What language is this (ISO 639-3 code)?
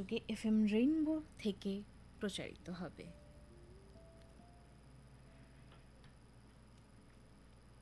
ben